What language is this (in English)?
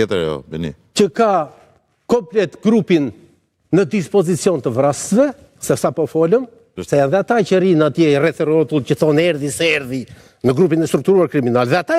Albanian